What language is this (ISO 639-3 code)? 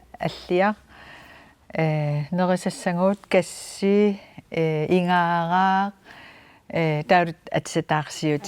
kal